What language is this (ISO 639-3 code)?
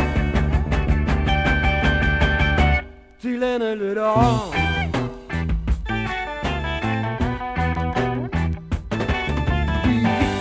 nor